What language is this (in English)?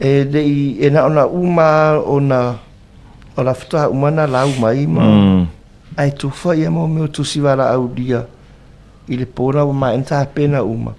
Samoan